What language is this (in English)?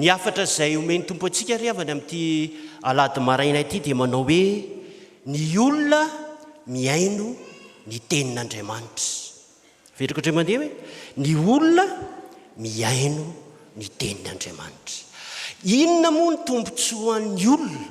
Malagasy